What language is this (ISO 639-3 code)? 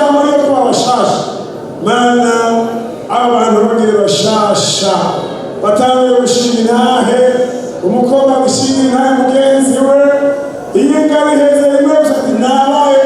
run